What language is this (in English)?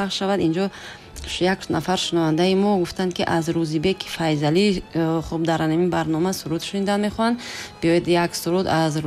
Tajik